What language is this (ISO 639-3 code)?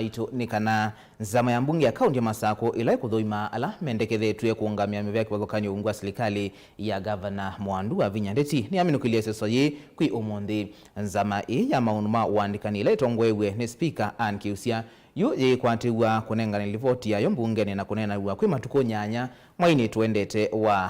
kam